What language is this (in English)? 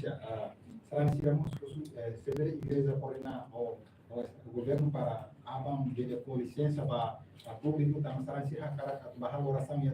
Tetum